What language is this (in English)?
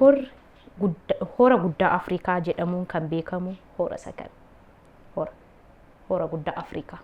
Oromo